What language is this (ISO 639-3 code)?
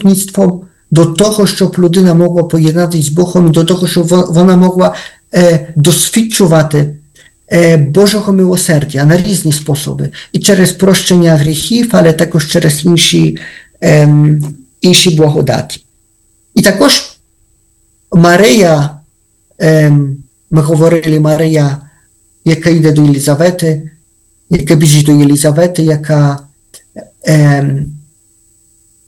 ukr